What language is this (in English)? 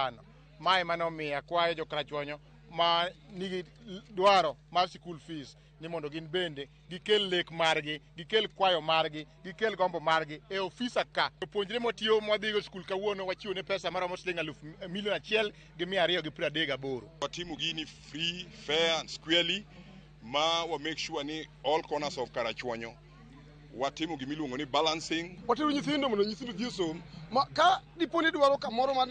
Luo (Kenya and Tanzania)